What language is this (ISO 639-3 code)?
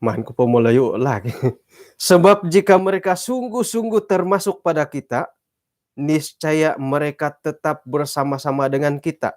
dtp